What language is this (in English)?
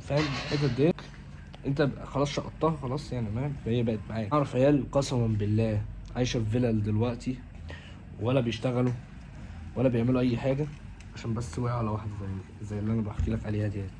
Egyptian Arabic